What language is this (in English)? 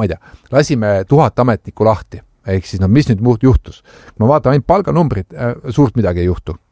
Estonian